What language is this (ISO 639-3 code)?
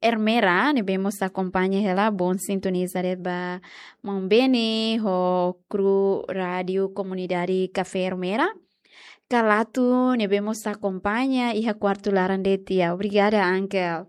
tet